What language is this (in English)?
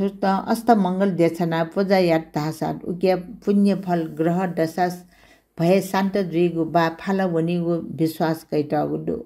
Newari